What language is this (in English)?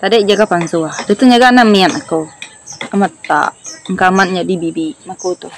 Iban